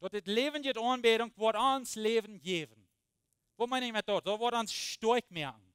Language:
Plautdietsch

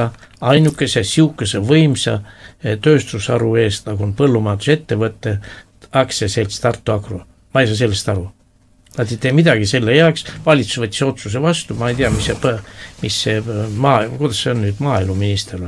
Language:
Estonian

